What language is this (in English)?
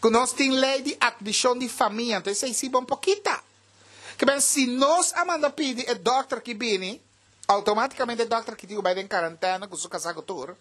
Papiamento